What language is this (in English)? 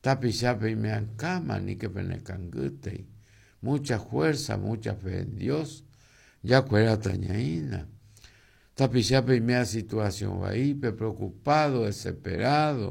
Guarani